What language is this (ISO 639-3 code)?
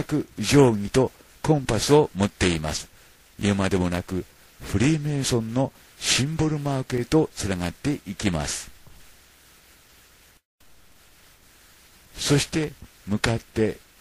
jpn